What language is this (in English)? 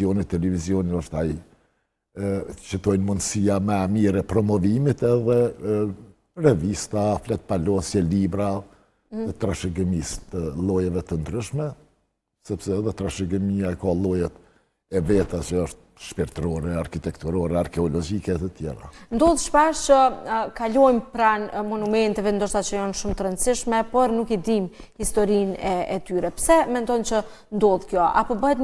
Albanian